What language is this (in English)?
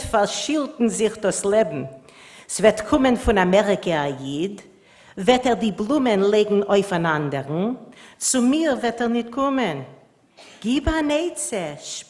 Yiddish